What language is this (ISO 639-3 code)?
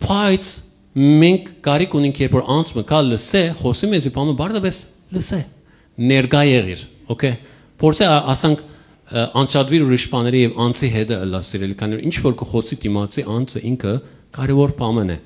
hyw